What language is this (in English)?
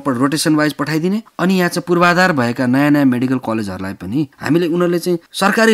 Nepali